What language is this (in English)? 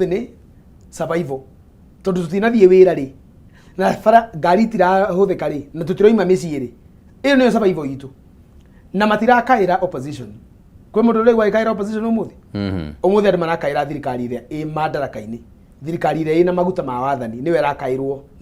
Kikuyu